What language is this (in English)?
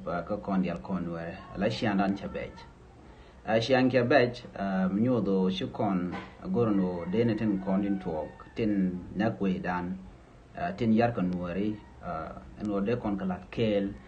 Nuer